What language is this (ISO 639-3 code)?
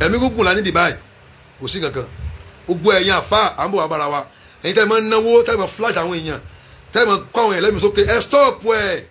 yor